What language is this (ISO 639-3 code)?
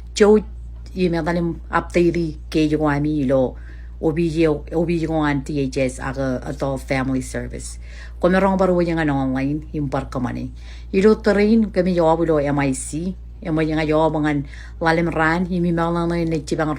mah